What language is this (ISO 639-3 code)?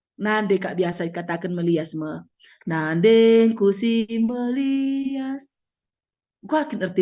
btx